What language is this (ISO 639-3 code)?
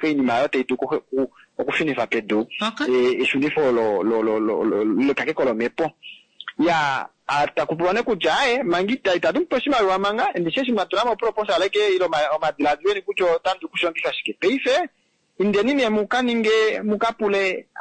kua